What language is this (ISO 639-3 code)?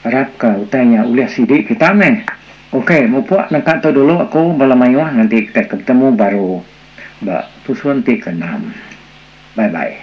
iba